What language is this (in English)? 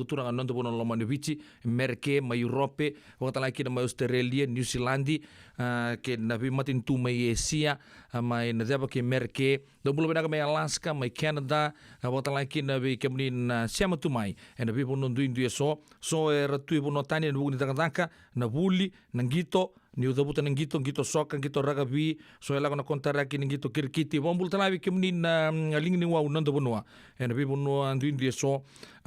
Fijian